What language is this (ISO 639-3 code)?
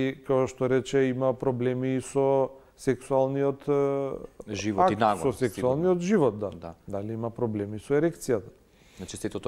mkd